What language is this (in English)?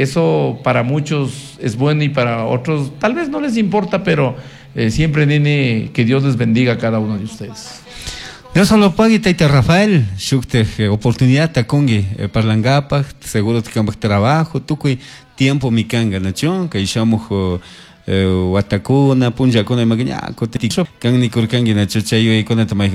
Chimborazo Highland Quichua